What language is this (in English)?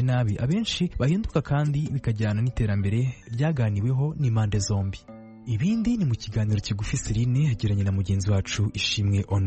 Kinyarwanda